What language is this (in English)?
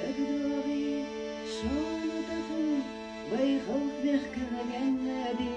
Ingush